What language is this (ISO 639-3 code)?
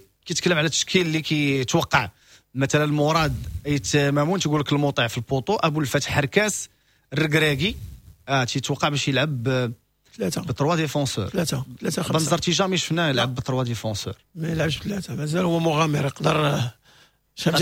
ary